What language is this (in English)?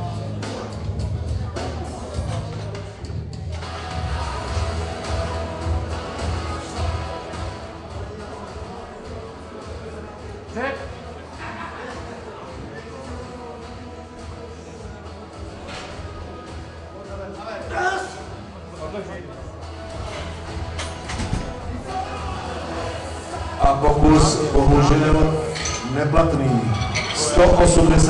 Czech